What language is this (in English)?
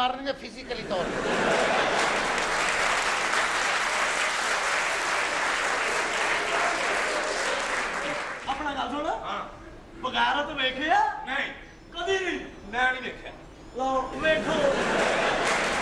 Punjabi